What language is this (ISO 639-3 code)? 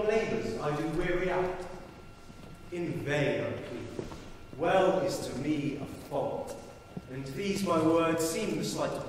eng